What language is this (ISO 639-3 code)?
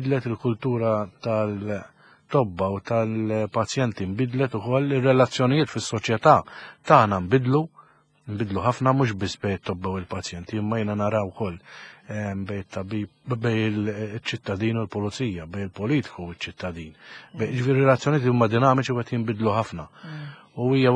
mlt